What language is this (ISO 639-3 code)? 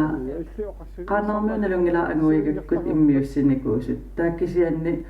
kal